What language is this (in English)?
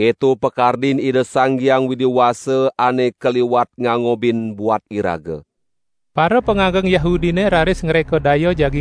Balinese